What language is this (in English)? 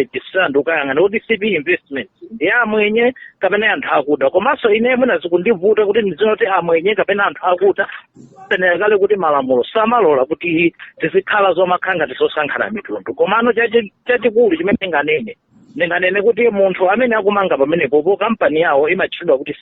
Nyanja